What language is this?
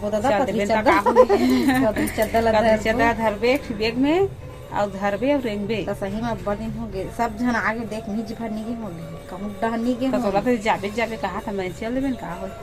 Chhattisgarhi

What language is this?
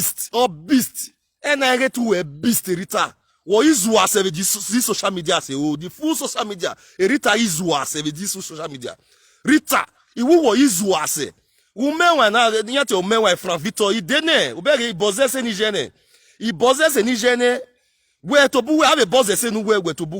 Nigerian Pidgin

